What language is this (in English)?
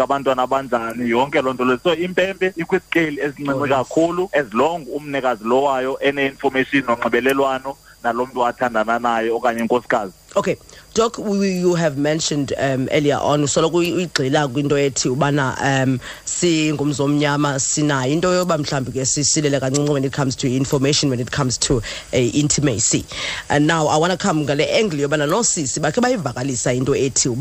Xhosa